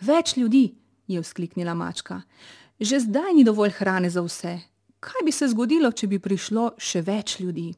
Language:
Slovenian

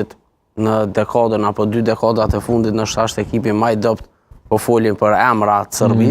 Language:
Albanian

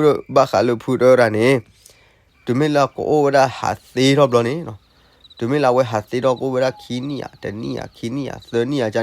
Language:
S'gaw Karen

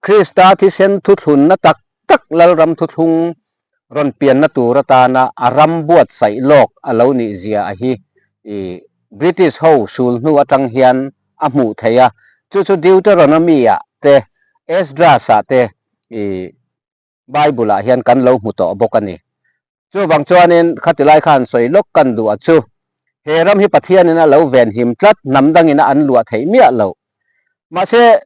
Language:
Mizo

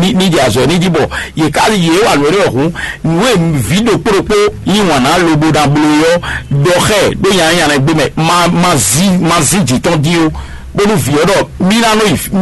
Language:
Fon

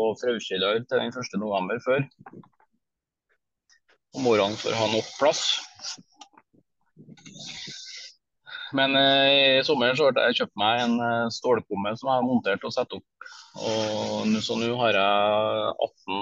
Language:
Norwegian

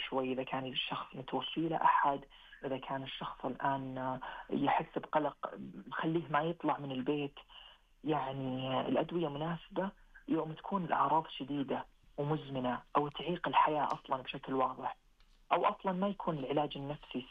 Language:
Najdi Arabic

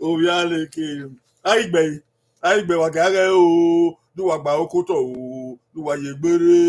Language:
Bini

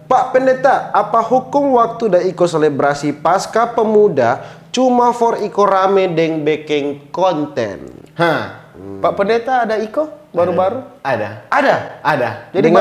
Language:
Manado Malay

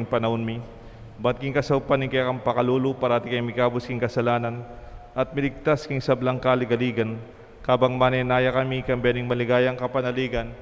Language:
Pampanga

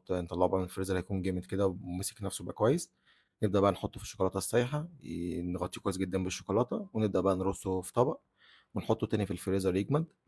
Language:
Egyptian Arabic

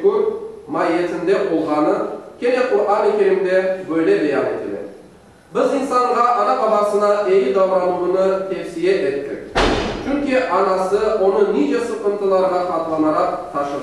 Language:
Crimean Tatar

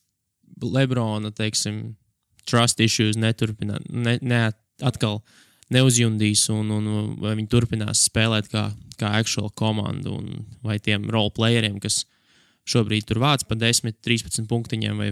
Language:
Latvian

